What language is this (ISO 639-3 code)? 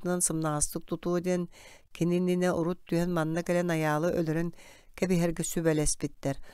sah